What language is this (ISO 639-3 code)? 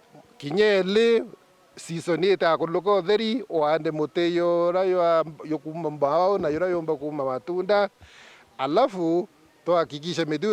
mer